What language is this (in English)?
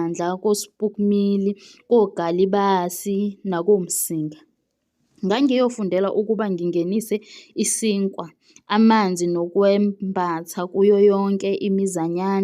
Zulu